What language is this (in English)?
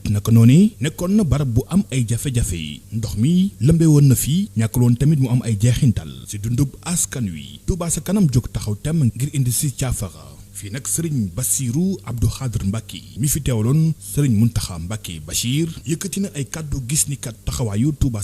Wolof